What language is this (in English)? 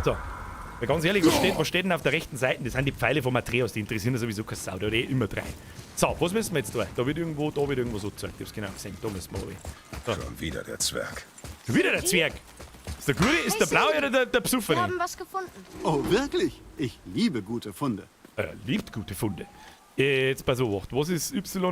Bavarian